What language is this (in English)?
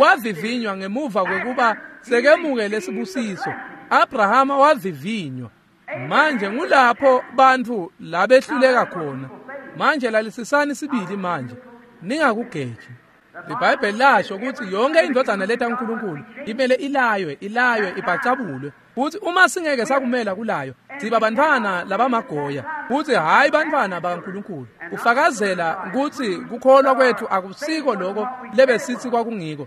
Swati